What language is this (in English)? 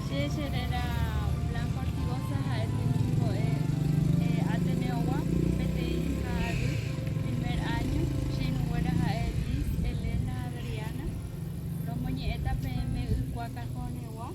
Guarani